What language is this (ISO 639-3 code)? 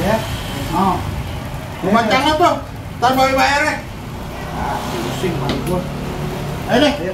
bew